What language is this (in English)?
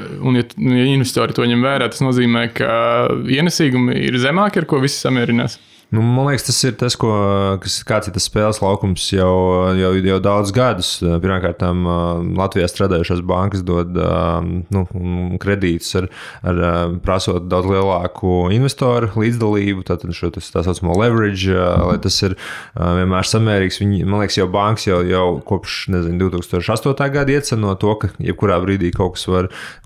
Latvian